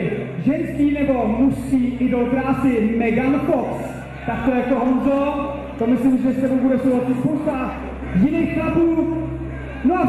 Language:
Czech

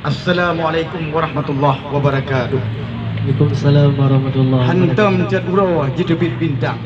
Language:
Achinese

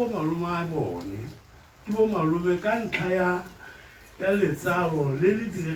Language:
Tswana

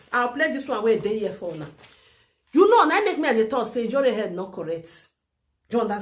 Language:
Nigerian Pidgin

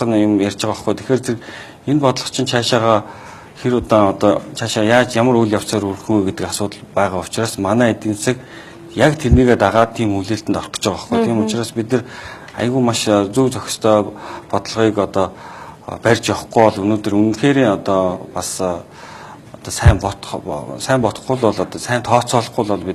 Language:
Mongolian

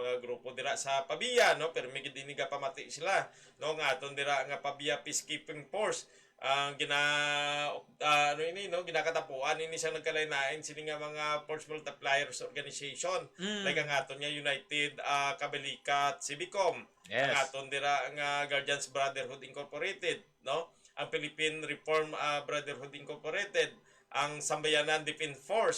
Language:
Hiligaynon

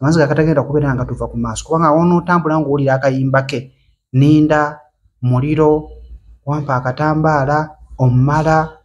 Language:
Ganda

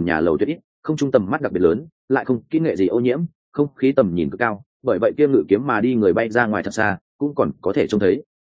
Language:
Vietnamese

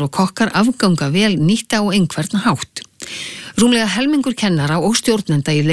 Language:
Icelandic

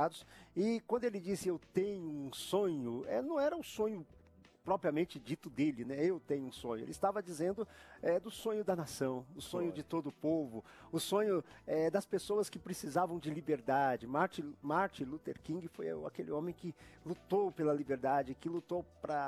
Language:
Portuguese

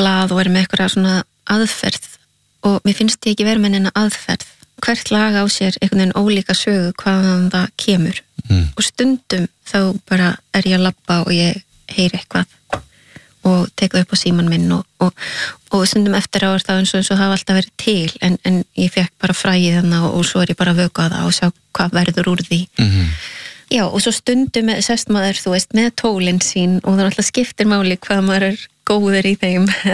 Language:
Icelandic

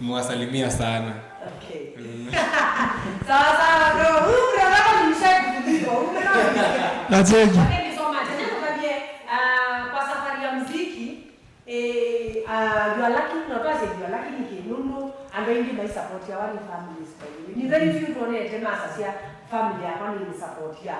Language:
Kamba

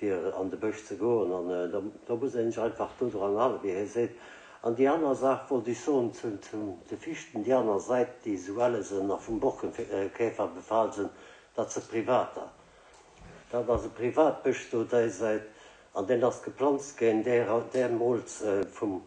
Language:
Luxembourgish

